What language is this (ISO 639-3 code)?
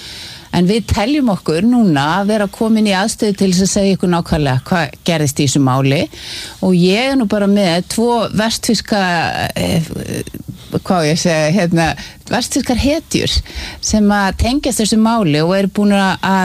isl